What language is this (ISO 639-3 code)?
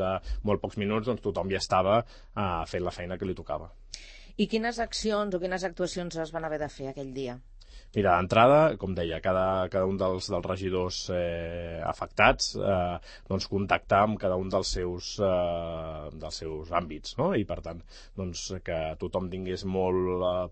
cat